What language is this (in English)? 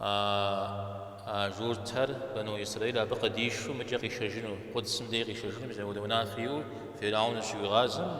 Kabardian